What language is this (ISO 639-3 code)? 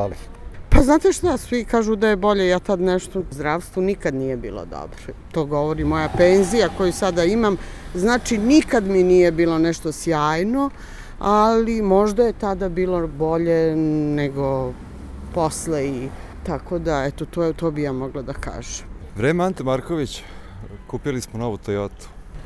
srp